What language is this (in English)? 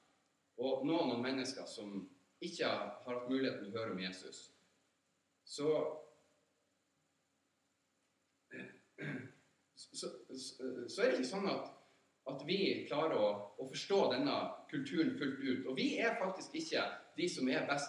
Norwegian